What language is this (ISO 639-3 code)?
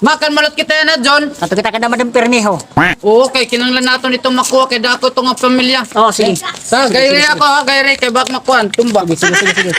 war